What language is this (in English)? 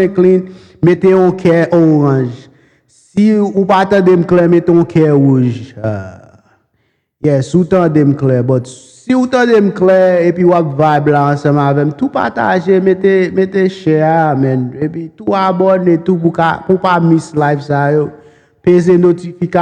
Haitian Creole